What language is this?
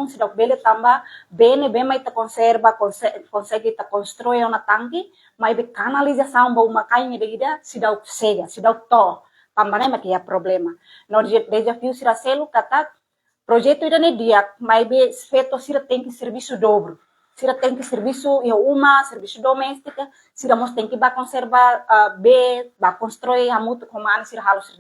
Tetum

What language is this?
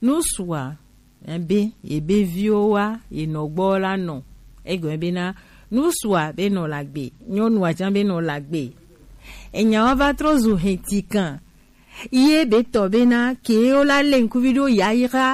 Gen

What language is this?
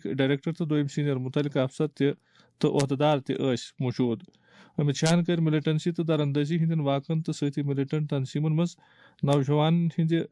Kashmiri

